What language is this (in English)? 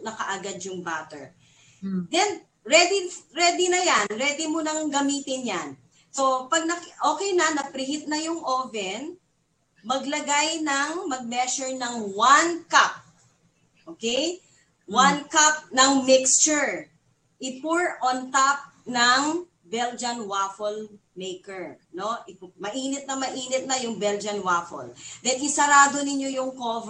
Filipino